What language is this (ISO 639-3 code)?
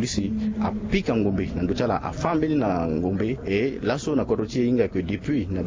sag